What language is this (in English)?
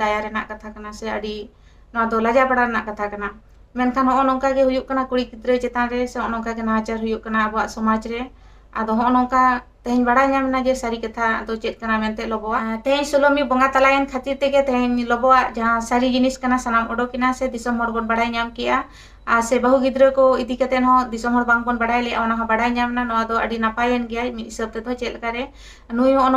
Santali